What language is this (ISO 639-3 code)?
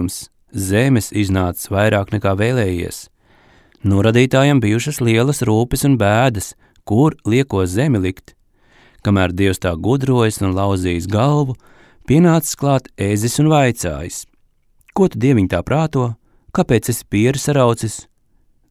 lav